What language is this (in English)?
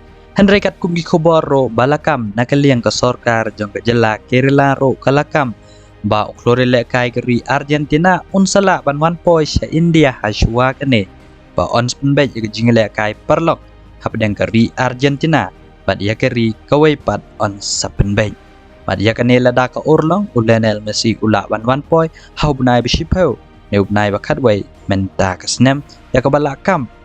Khasi